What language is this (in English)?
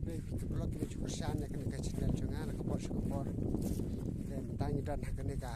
Khasi